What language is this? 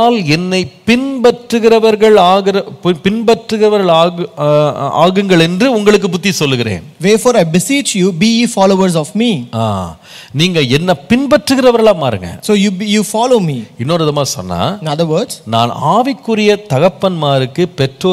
Tamil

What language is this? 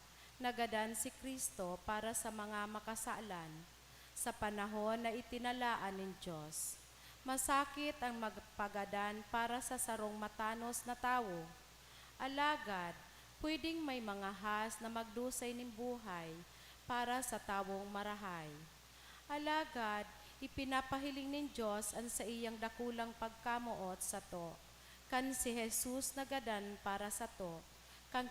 Bikol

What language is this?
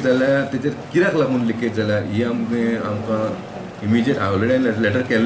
Konkani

